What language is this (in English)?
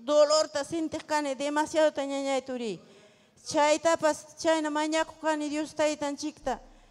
Ayacucho Quechua